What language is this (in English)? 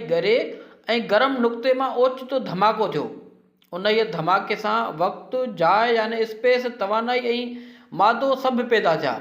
Sindhi